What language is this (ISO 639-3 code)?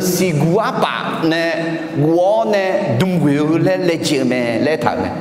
ahk